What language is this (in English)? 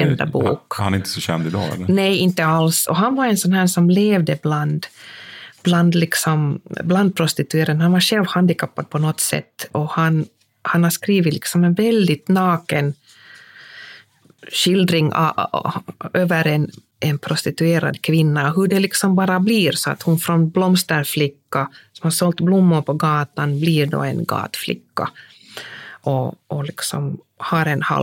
Swedish